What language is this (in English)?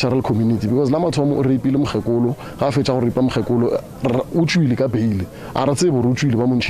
Northern Sotho